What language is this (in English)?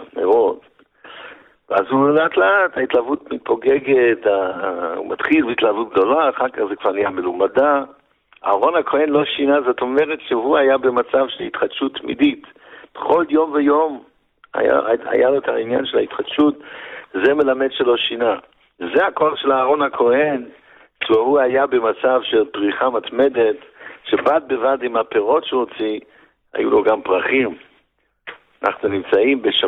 Hebrew